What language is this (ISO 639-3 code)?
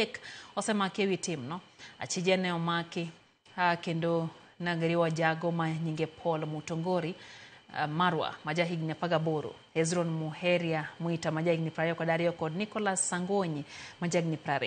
luo